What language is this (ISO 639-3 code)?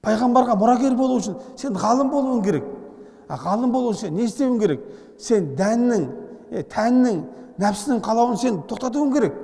kaz